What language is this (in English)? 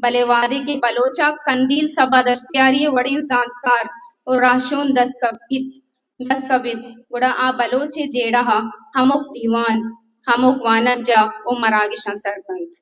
Baluchi